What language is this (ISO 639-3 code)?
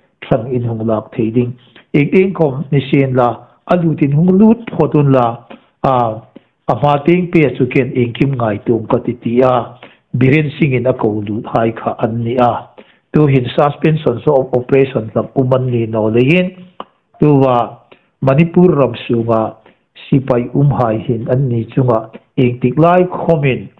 hmr